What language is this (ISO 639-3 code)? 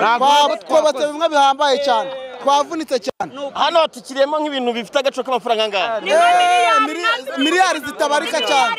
kin